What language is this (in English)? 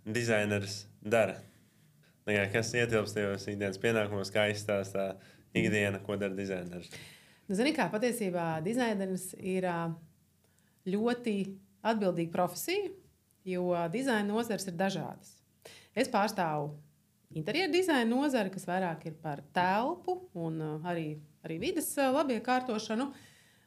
Latvian